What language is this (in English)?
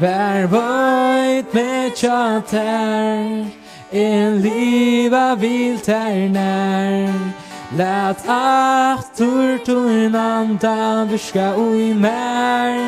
Faroese